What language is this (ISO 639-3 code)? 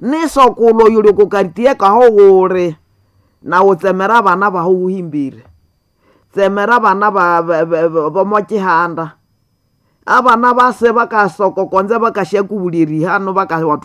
nnb